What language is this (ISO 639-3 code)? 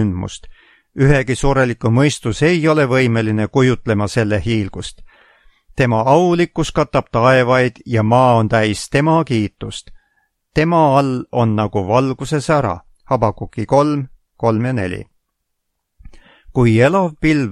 est